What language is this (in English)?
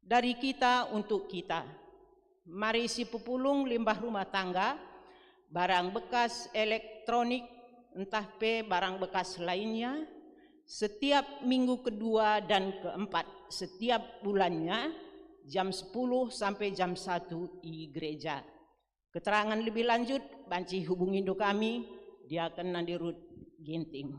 Batak Karo